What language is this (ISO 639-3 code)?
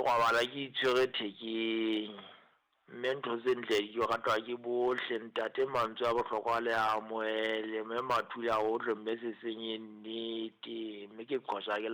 sot